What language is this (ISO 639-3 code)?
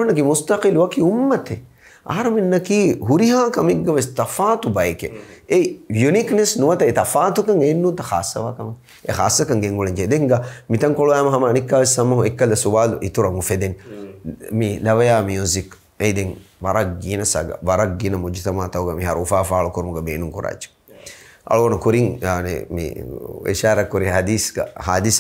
div